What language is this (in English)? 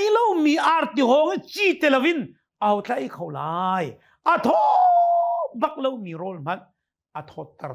Hakha Chin